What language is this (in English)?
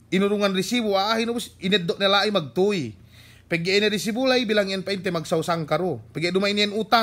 Yakan